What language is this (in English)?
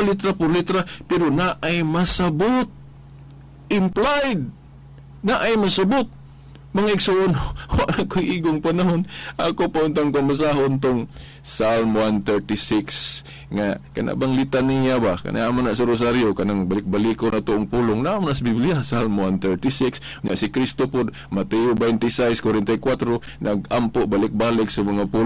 Cebuano